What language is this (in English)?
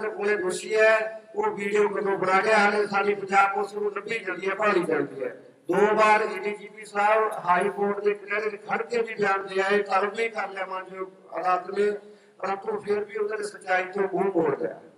Punjabi